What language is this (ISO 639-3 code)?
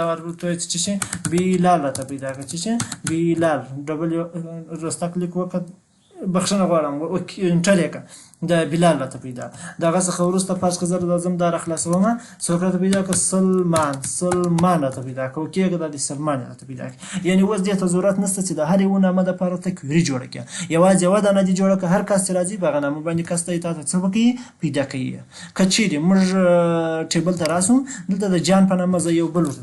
pus